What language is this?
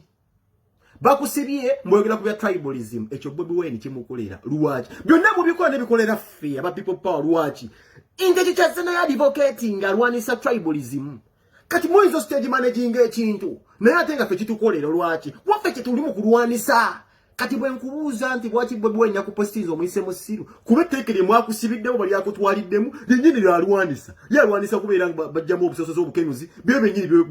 Ganda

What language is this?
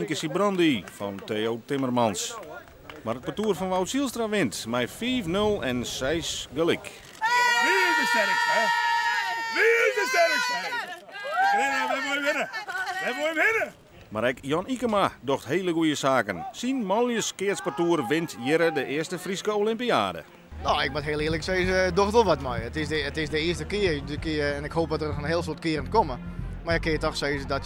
Western Frisian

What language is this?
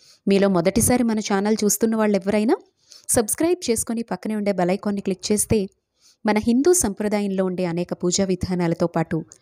Telugu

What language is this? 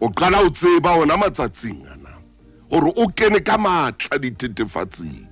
Southern Sotho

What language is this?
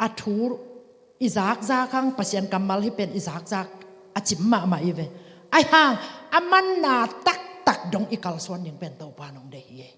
Tedim Chin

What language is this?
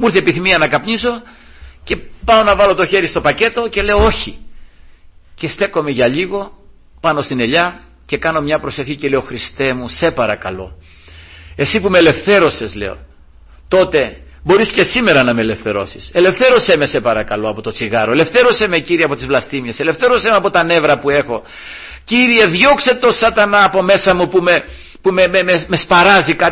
Greek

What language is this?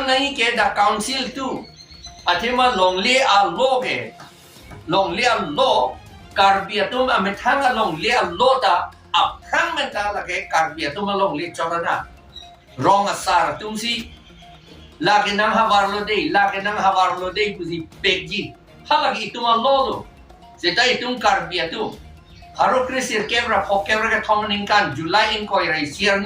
Karbi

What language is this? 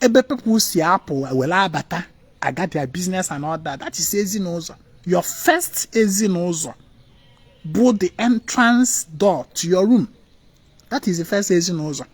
Igbo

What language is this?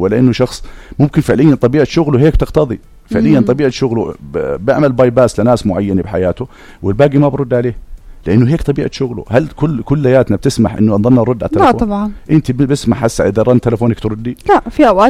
North Levantine Arabic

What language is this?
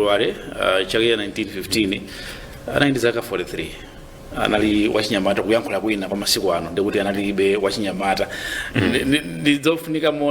Nyanja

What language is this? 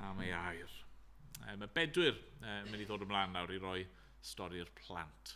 Welsh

